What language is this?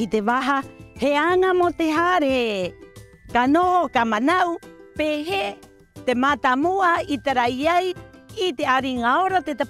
Rapanui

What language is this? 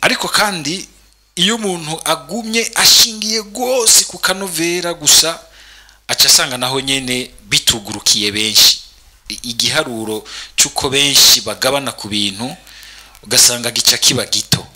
Rundi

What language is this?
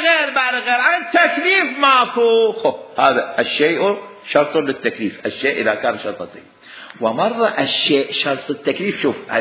Mesopotamian Arabic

